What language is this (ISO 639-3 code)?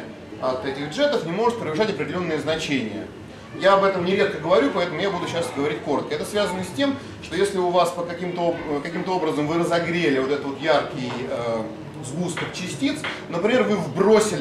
rus